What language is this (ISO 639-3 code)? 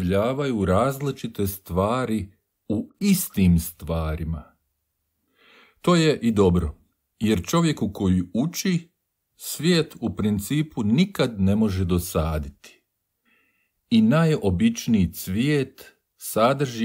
hrv